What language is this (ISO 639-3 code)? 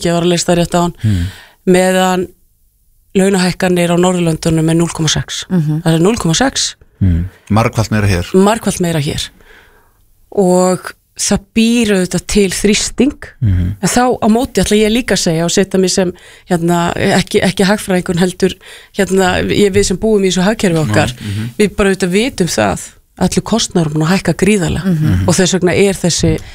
isl